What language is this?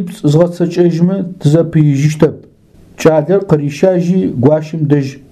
Adyghe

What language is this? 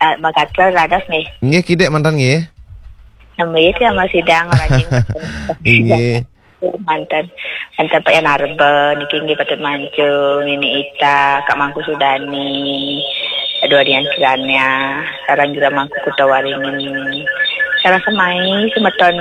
Balinese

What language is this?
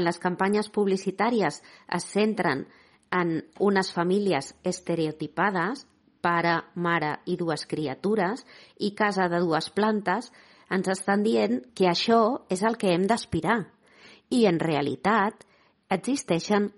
Catalan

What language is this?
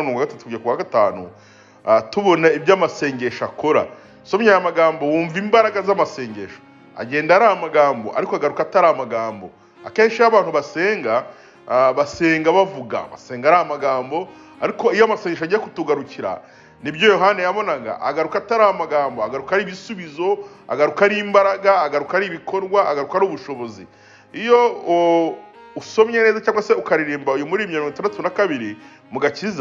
Kinyarwanda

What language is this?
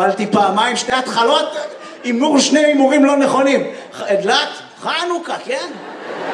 Hebrew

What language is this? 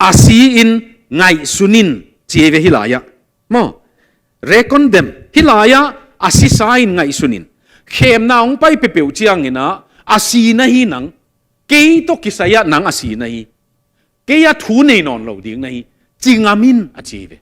Tedim Chin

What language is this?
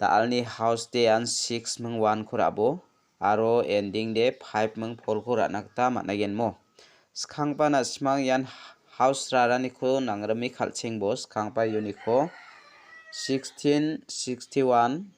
Garo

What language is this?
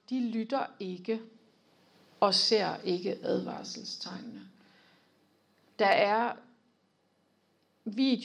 Danish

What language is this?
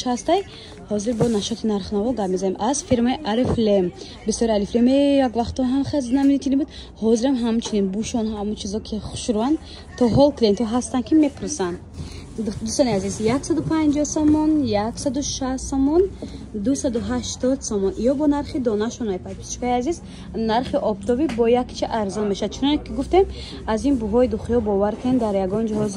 Tajik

